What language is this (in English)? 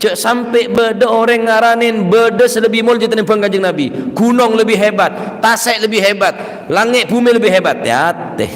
Madurese